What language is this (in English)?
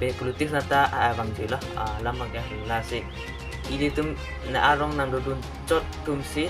Karbi